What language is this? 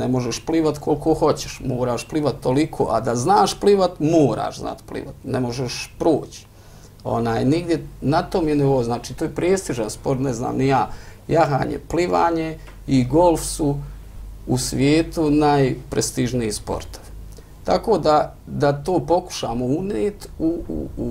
Bosnian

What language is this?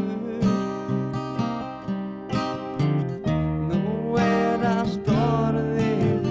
Icelandic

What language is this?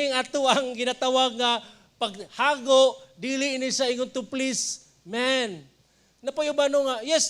Cebuano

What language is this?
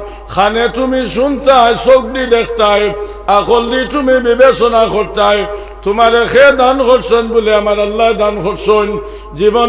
Sylheti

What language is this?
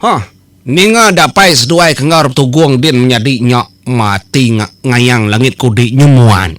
Iban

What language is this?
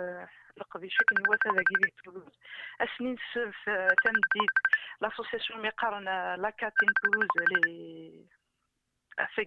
Kabyle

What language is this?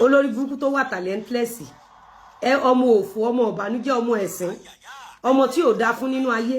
Yoruba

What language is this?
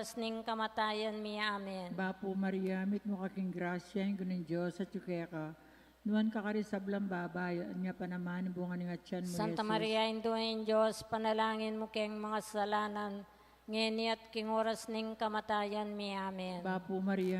Pampanga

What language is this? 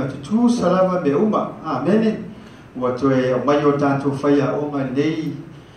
Samoan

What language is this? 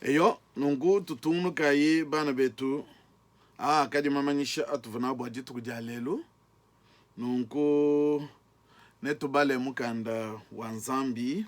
Luba-Lulua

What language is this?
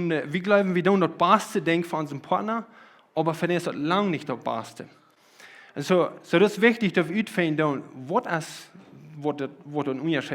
Plautdietsch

